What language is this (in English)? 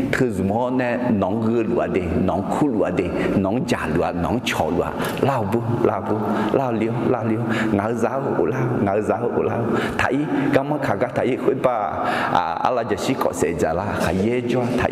Akha